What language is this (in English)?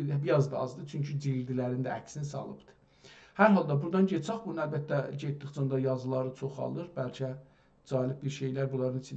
South Azerbaijani